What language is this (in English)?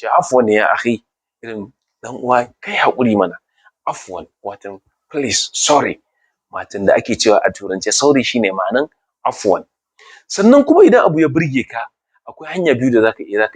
Hausa